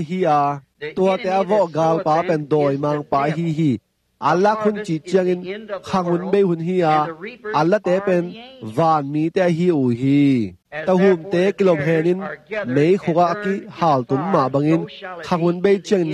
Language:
Tedim Chin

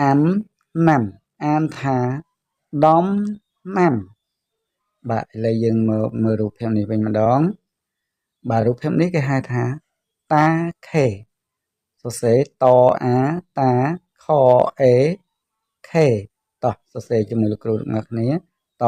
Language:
Khmer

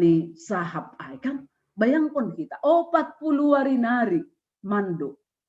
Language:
Batak Simalungun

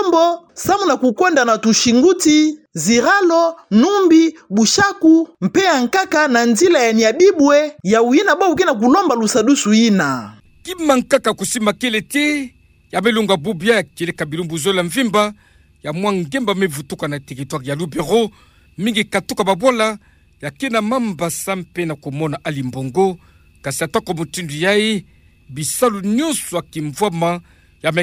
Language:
Kituba (Democratic Republic of Congo)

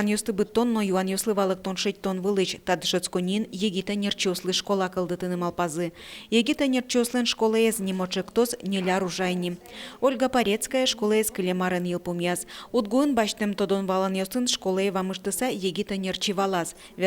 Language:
Udmurt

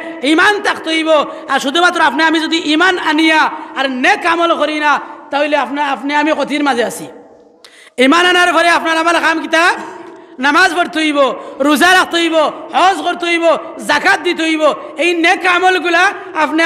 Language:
Sylheti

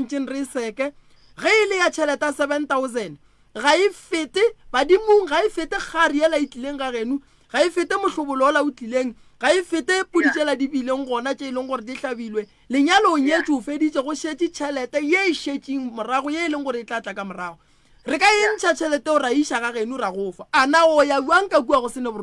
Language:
Northern Sotho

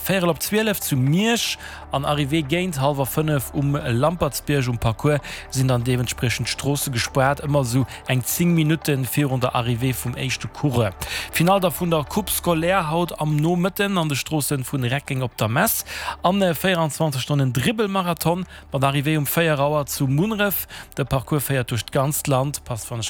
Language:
Luxembourgish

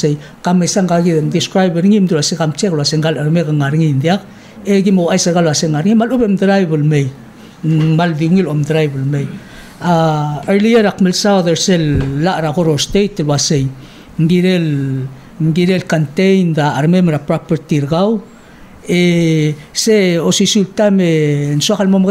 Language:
Palauan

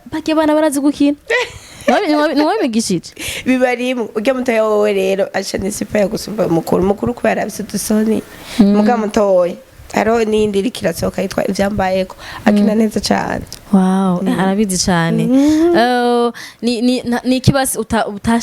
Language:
Rundi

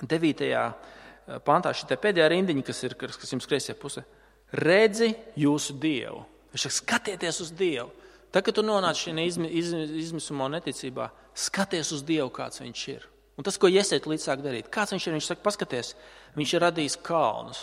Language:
Latvian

